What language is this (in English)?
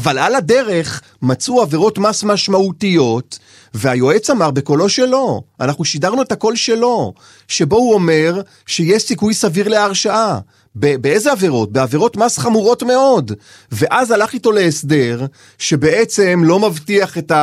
Hebrew